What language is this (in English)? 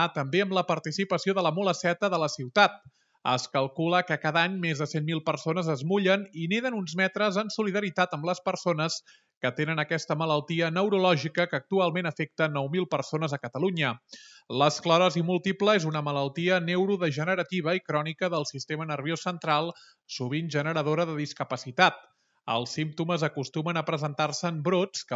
Catalan